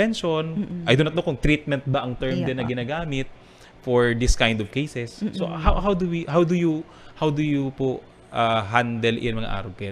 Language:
Bikol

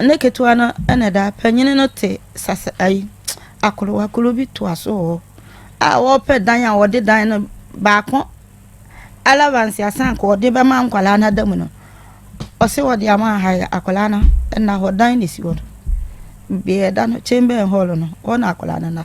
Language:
Akan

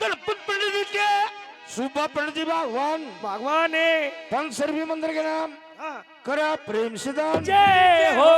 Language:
Haryanvi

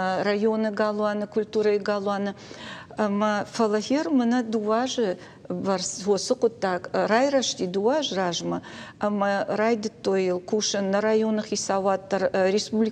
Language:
Ossetic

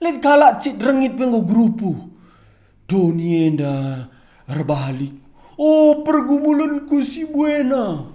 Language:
Batak Karo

